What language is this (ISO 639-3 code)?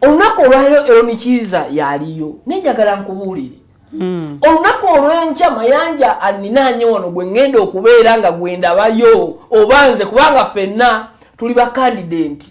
lug